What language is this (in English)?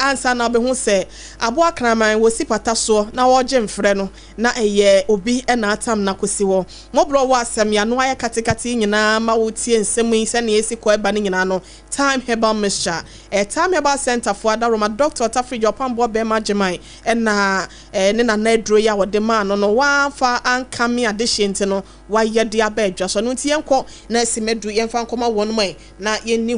Akan